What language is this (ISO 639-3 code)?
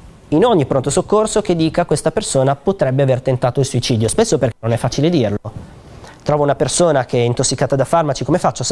ita